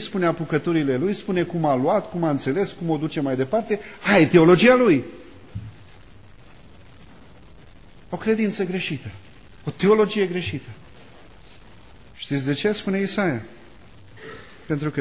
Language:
Romanian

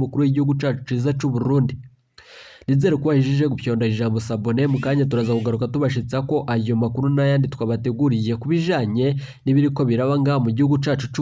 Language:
Rundi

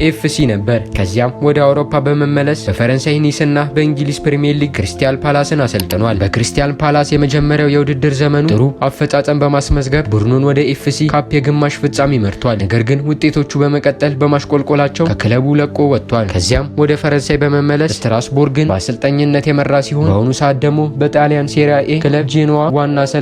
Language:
Amharic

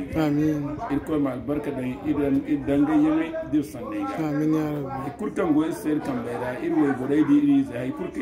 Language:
Zarma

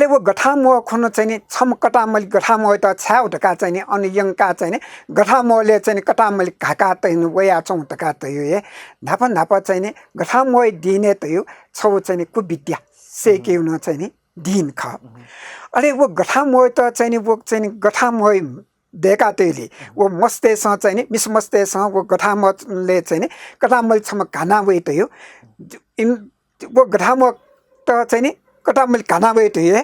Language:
Newari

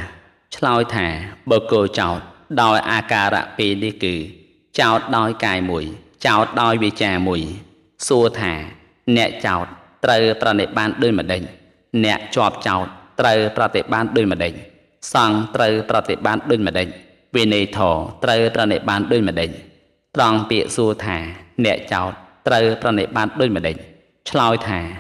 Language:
Khmer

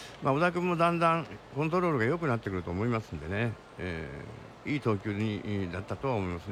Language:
Japanese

